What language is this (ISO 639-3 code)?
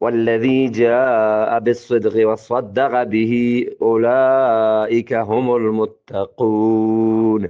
bgp